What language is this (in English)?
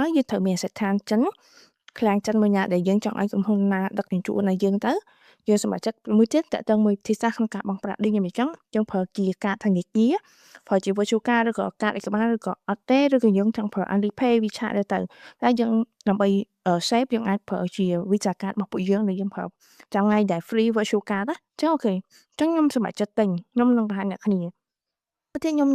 Khmer